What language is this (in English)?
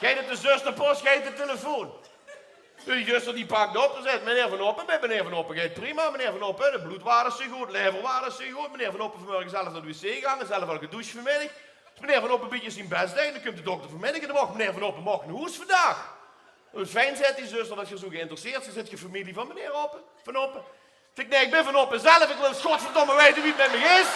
Limburgish